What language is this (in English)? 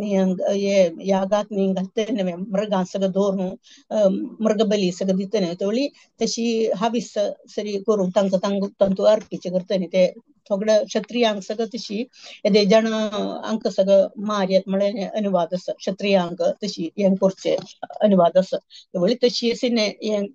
Konkani